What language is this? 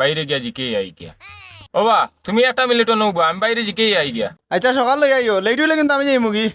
Sylheti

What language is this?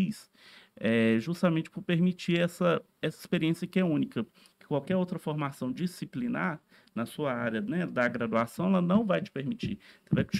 Portuguese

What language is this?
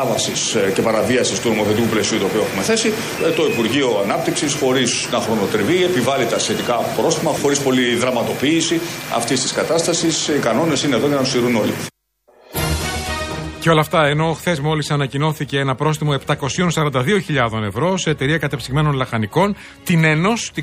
Greek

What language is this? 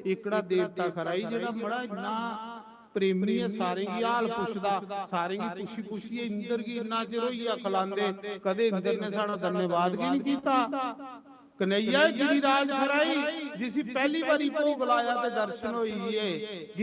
Dogri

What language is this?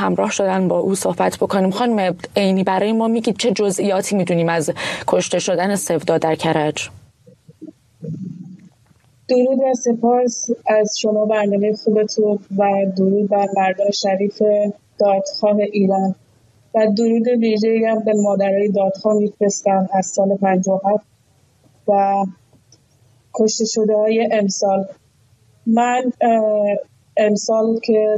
Persian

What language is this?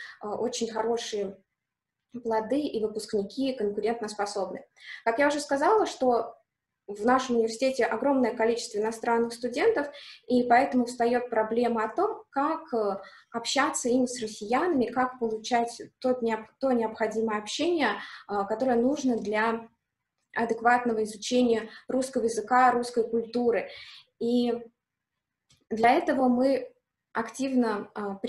Russian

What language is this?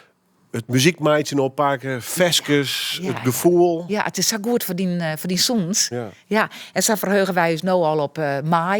Western Frisian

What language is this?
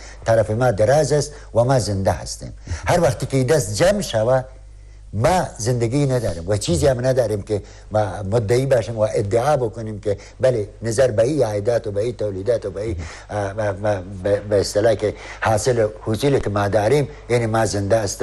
Persian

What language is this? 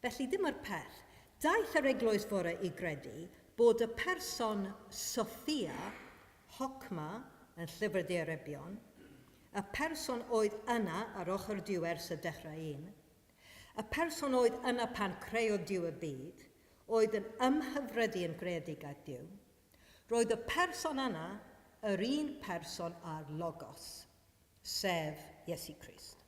Welsh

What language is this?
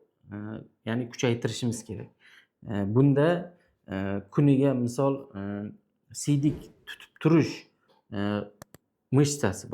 Uzbek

